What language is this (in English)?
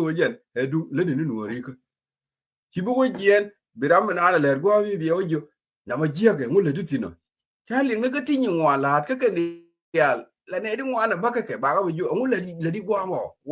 Nuer